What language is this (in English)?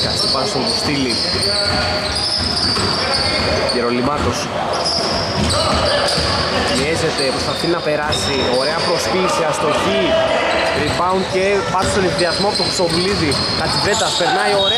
Greek